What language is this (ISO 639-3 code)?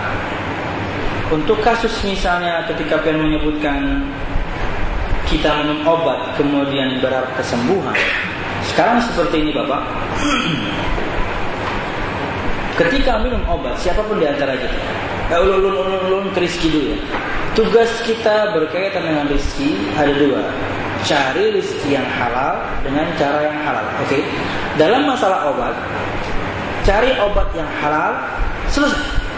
ind